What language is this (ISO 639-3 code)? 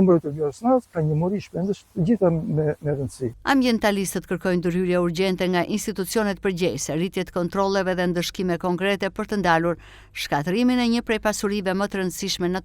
sqi